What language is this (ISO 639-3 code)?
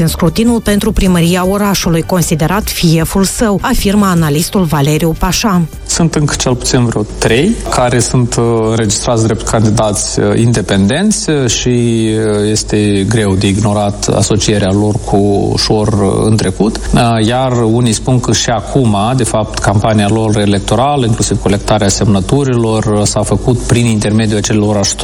ron